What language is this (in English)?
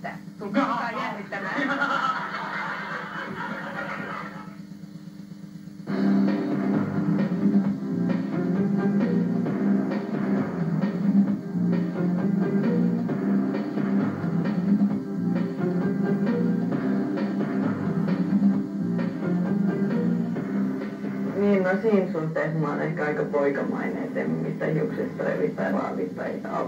Finnish